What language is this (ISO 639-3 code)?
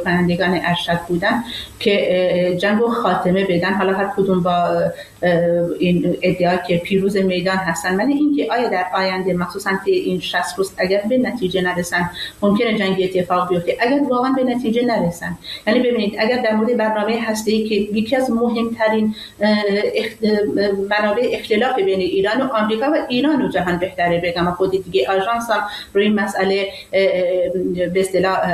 fas